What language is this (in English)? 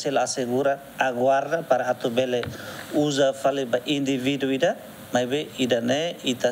Tetum